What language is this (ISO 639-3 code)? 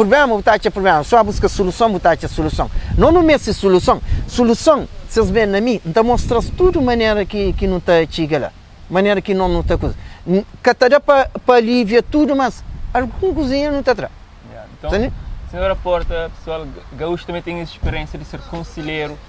kea